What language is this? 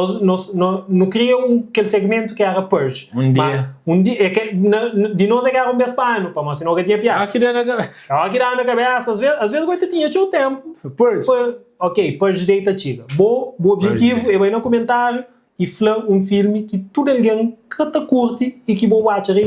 Kabuverdianu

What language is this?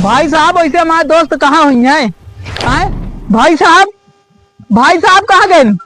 Awadhi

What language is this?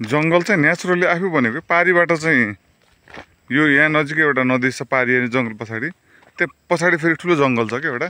Nepali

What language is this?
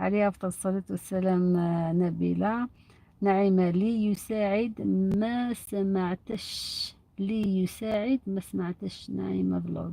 Algerian Arabic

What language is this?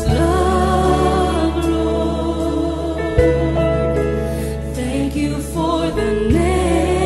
English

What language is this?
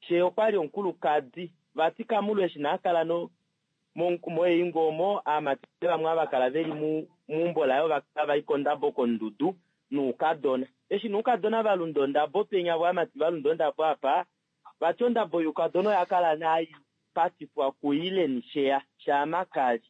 Kuanyama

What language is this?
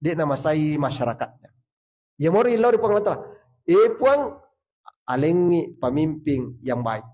Buginese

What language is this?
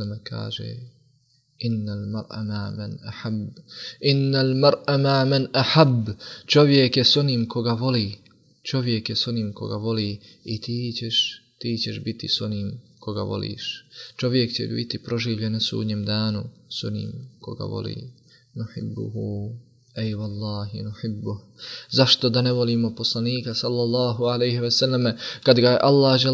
Bosnian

